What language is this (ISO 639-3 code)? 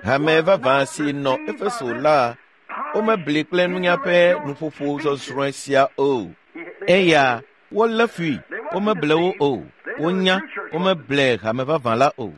ewe